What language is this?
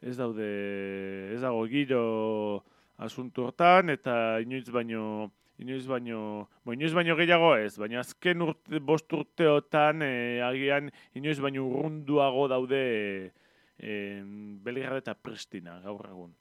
Basque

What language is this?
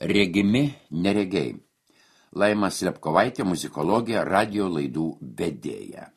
Lithuanian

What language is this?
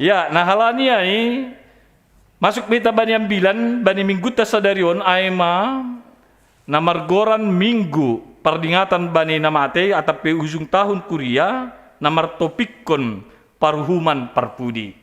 Batak Simalungun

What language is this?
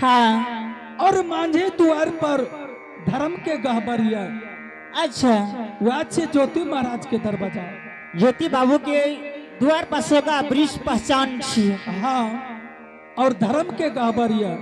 Angika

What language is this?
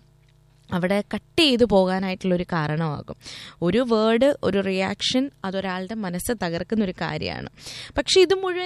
Malayalam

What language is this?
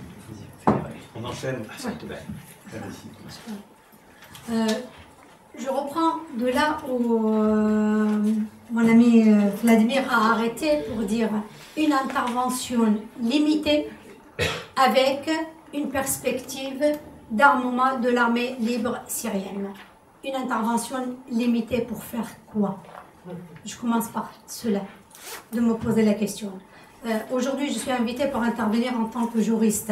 French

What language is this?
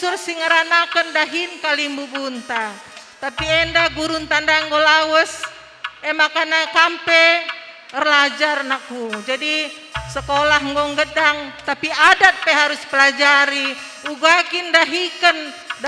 Batak Karo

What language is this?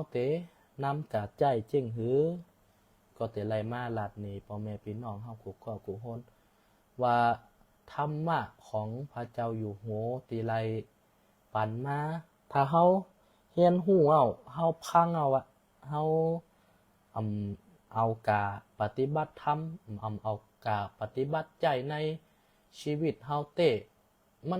Shan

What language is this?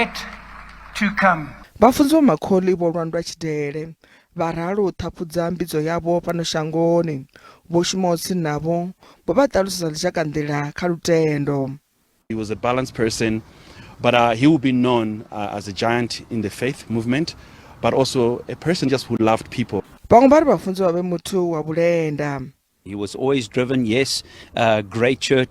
Venda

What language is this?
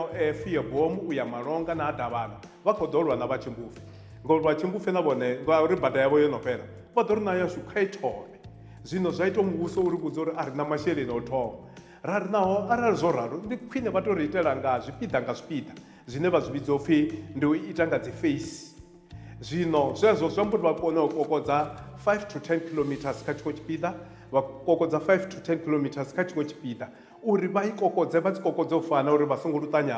Venda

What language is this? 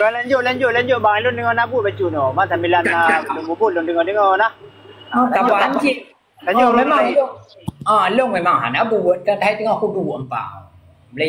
Achinese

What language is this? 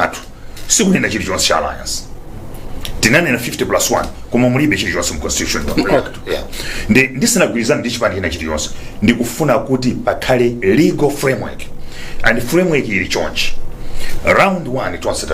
Nyanja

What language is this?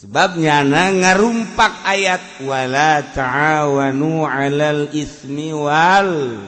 Sundanese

